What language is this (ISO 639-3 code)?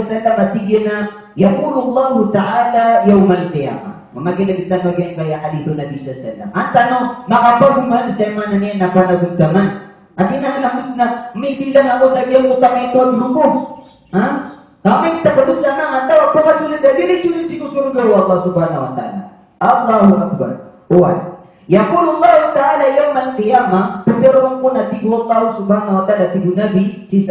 mrw